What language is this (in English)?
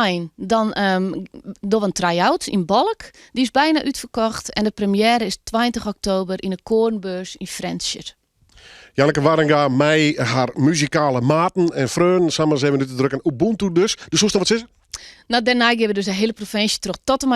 Western Frisian